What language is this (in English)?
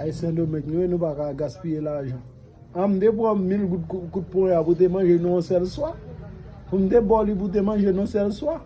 Haitian Creole